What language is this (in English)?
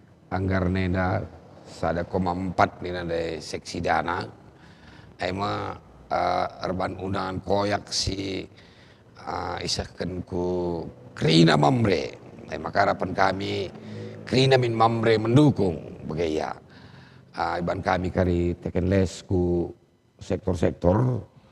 Batak Karo